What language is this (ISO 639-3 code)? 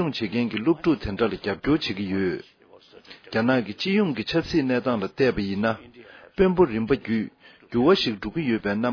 bod